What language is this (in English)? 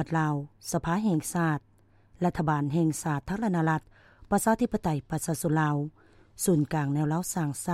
Lao